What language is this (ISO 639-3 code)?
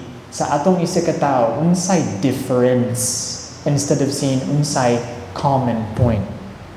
ceb